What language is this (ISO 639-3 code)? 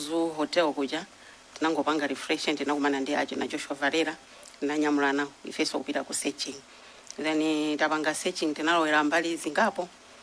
nya